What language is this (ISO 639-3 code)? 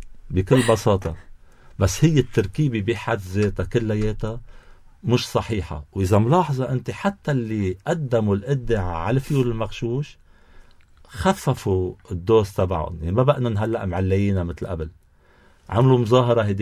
apc